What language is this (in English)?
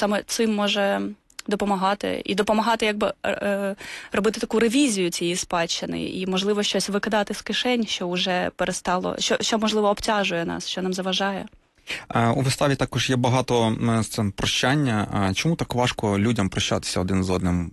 Ukrainian